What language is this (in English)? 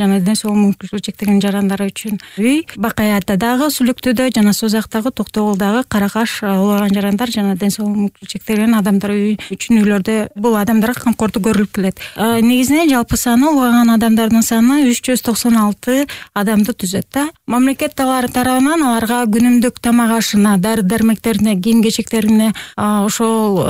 Kyrgyz